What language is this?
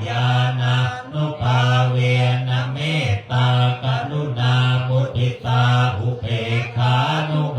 Pali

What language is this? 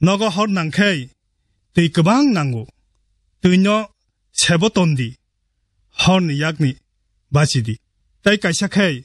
Kok Borok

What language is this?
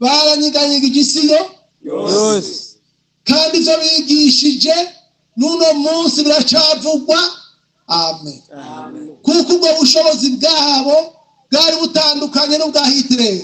Rundi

